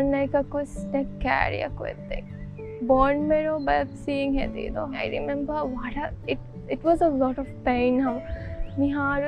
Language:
Divehi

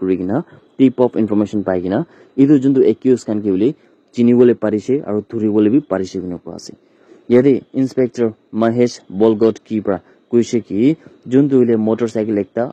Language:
Naga Pidgin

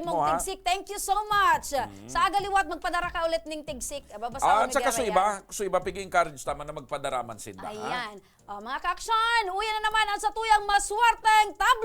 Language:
Bikol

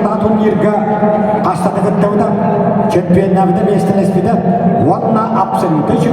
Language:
Yakut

